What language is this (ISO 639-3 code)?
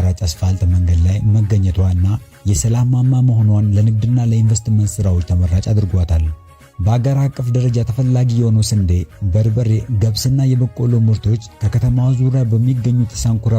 amh